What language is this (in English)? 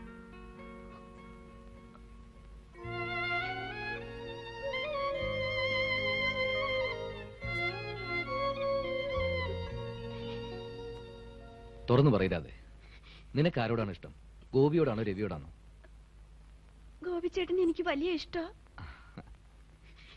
Malayalam